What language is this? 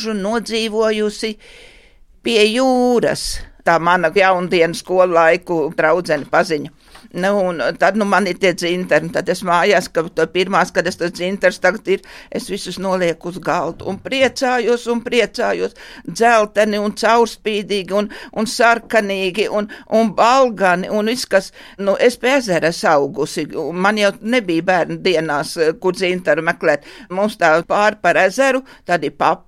Latvian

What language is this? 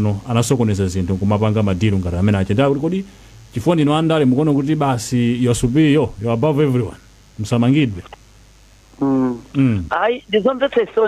Nyanja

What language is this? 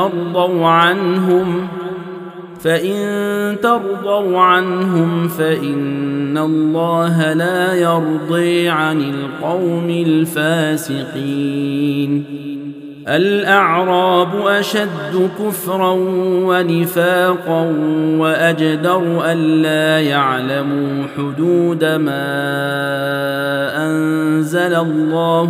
Arabic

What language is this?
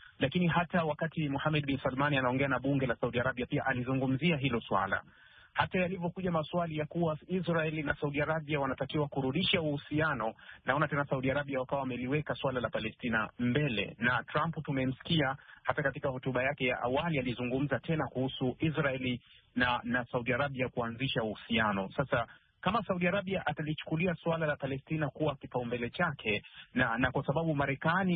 Swahili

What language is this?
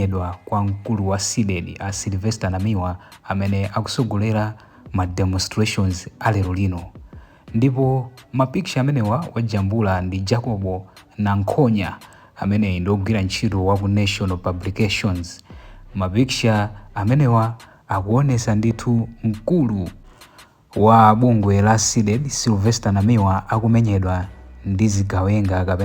Nyanja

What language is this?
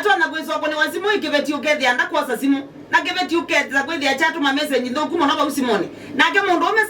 Kamba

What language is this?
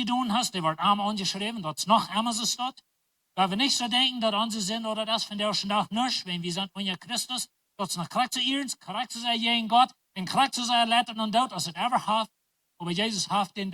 Plautdietsch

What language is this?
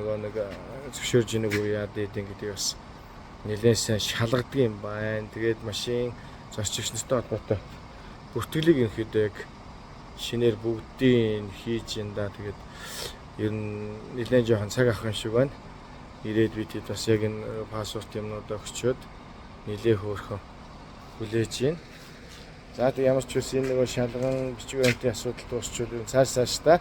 Mongolian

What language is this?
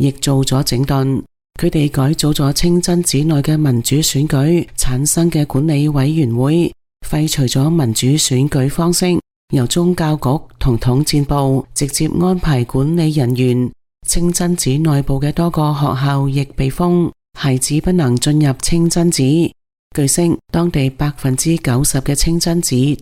Cantonese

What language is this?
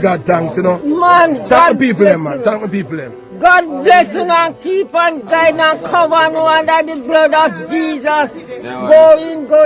Jamaican Creole English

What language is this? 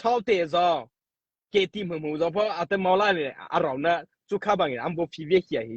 Mara Chin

